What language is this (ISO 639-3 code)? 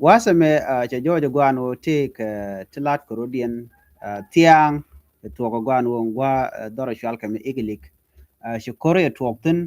nus